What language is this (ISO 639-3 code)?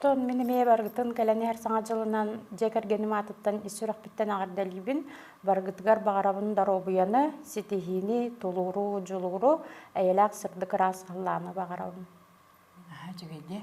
sah